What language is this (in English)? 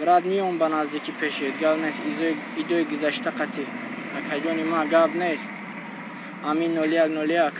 Tajik